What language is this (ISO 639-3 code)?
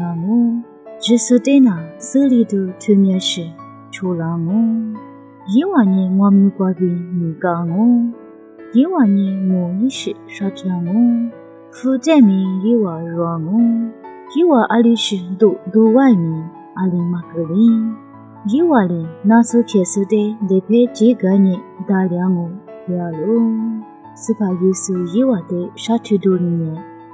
lis